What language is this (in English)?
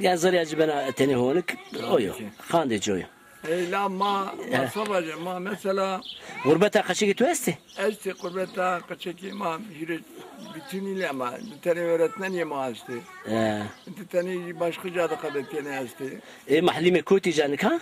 Zaza